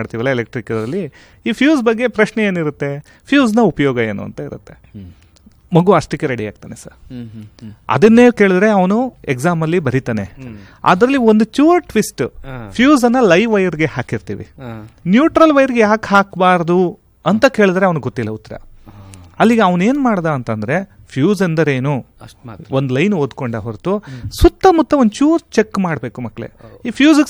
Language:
Kannada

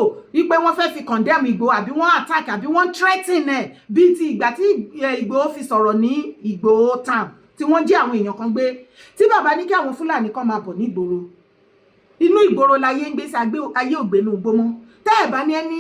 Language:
Yoruba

